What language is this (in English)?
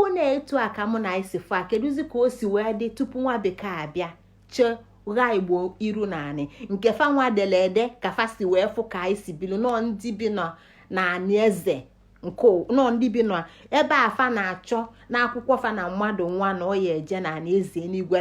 Igbo